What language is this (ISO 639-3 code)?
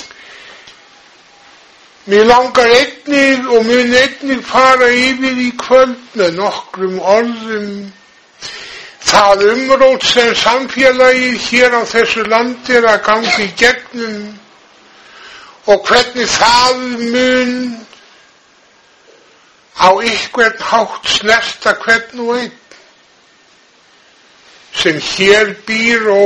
isl